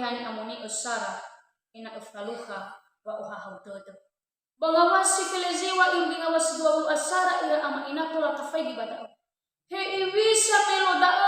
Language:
Nias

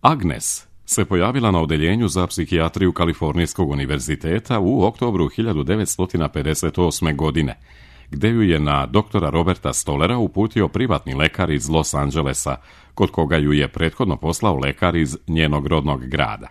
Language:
Serbian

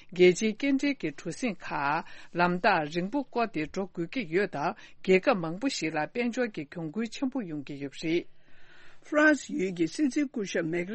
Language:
Tibetan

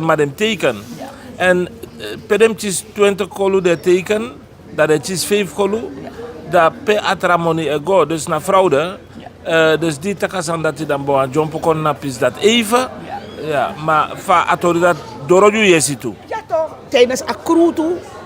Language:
Sranan Tongo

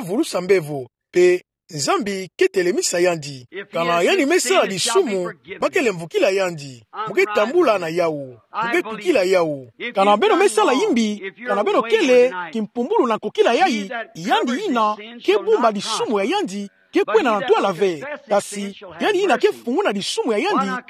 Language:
Kituba (Democratic Republic of Congo)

